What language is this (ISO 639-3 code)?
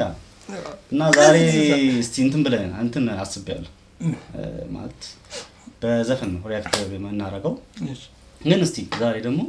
amh